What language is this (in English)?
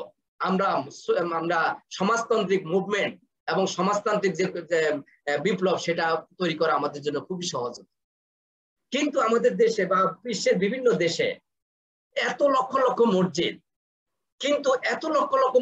Bangla